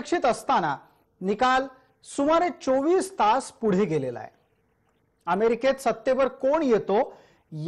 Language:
Marathi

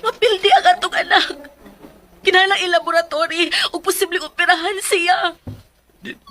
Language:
Cebuano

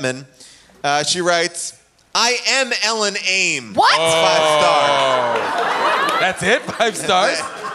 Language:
English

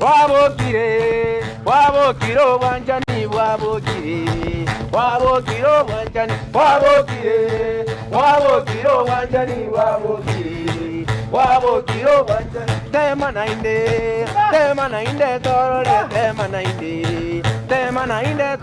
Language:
Gusii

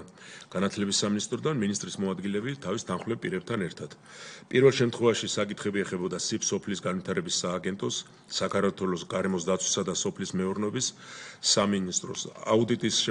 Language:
Georgian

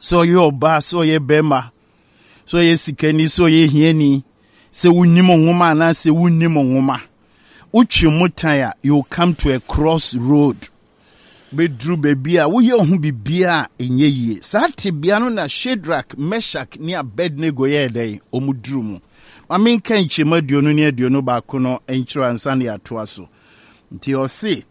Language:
Akan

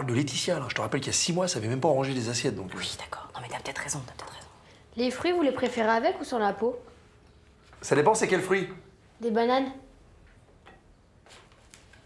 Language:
French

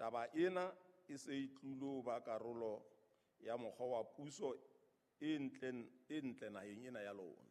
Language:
Southern Sotho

